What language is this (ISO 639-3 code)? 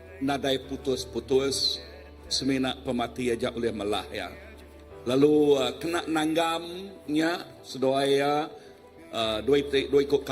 iba